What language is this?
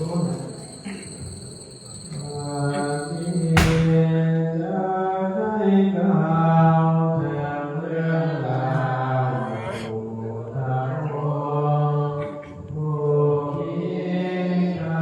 Pali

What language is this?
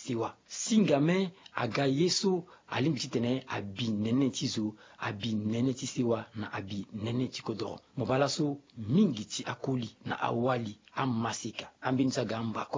Sango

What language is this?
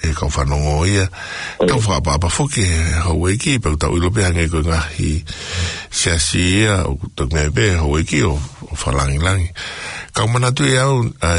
Tongan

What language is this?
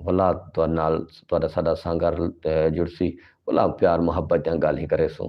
Saraiki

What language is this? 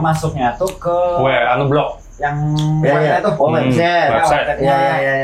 Banjar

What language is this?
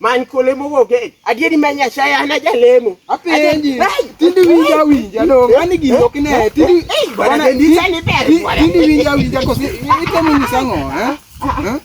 Luo (Kenya and Tanzania)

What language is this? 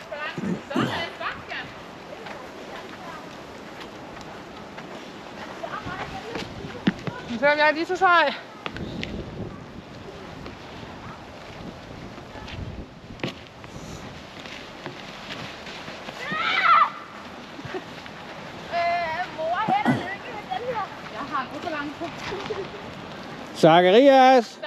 Danish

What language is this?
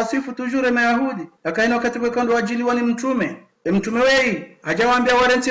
Ngazidja Comorian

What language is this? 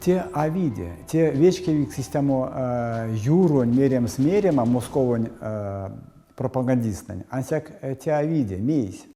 Erzya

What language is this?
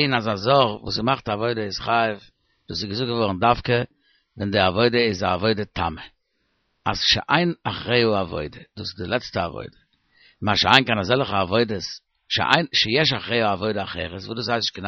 Yiddish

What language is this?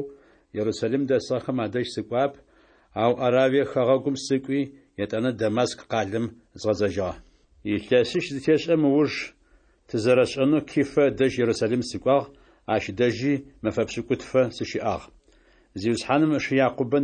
Adyghe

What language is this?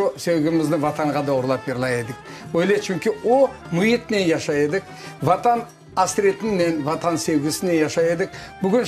Crimean Tatar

